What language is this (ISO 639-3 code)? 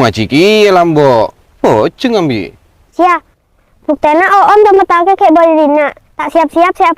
mad